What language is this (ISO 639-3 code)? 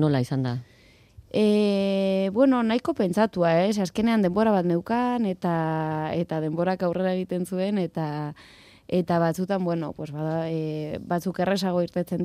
eus